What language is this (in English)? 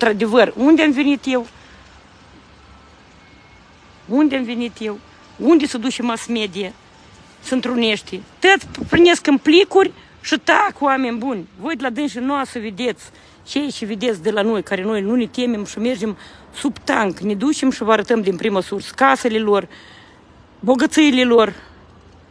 Romanian